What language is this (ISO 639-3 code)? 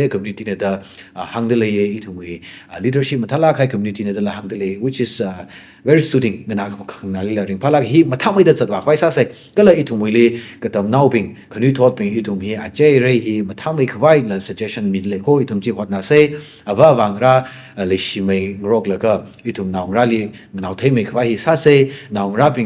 nmf